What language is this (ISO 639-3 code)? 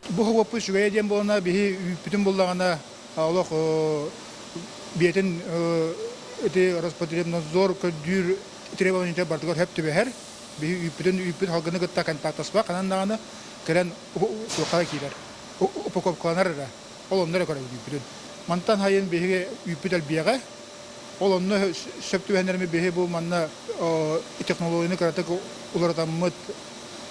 sah